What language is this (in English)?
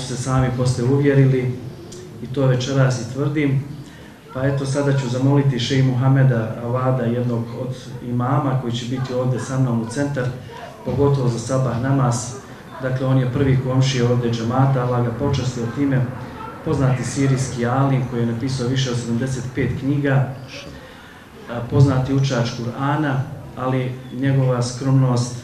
Bosnian